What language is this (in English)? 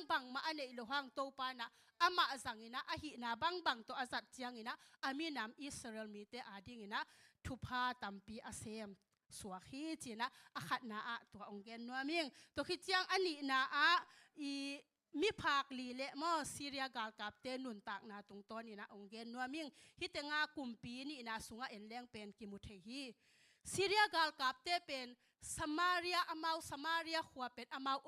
Tedim Chin